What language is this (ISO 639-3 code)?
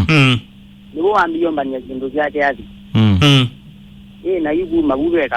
kam